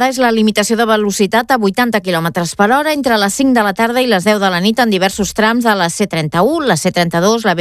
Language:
Catalan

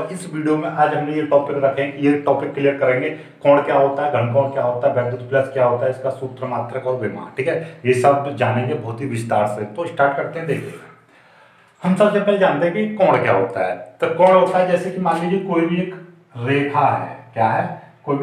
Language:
Hindi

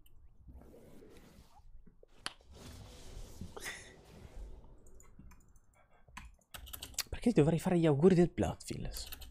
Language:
Italian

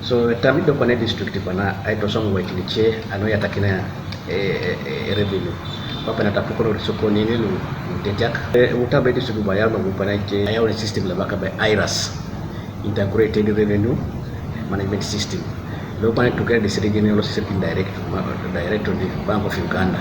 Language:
Teso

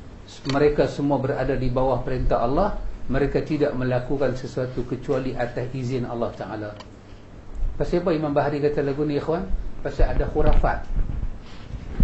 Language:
Malay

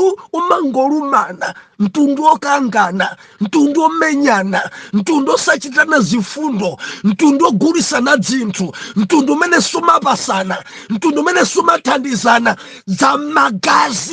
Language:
Nyanja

